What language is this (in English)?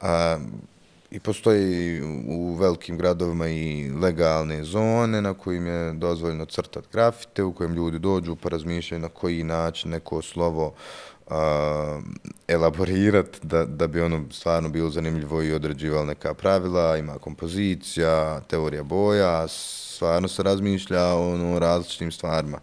Bosnian